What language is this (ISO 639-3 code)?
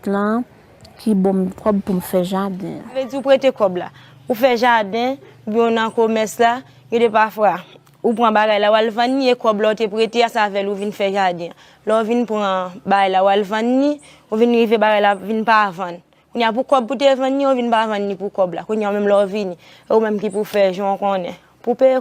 hat